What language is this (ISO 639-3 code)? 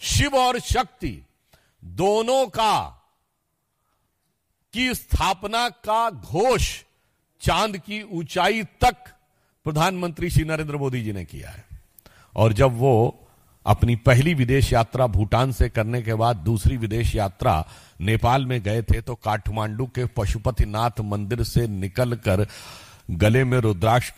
hin